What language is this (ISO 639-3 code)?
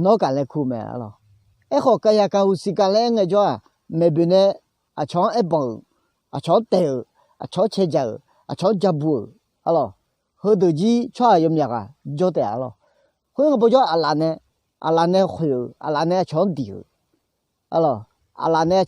ahk